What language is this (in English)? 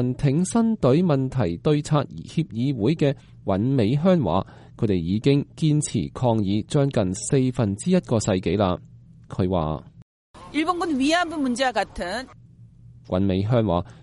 Cantonese